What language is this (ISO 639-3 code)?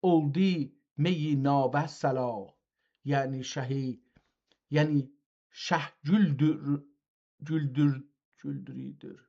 azb